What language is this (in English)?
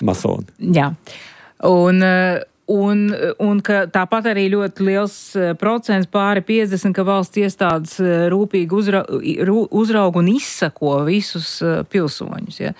Latvian